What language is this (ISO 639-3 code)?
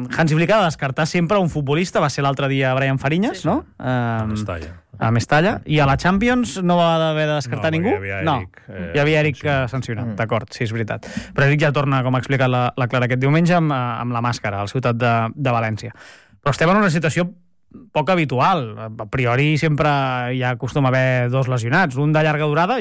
cat